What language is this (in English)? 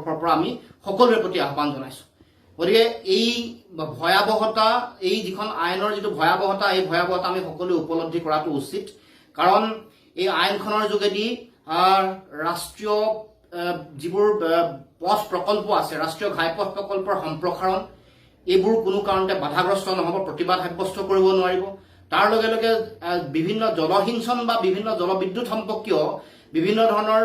Assamese